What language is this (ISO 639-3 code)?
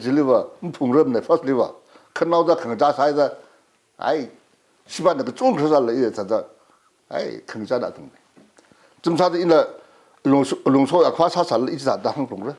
nmf